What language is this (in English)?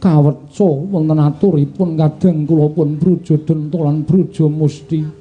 Javanese